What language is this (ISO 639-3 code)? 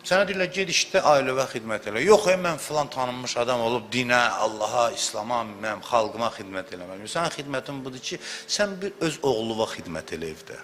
aze